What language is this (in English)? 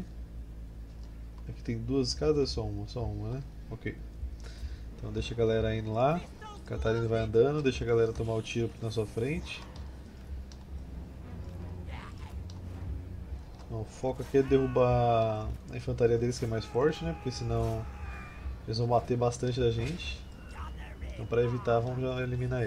Portuguese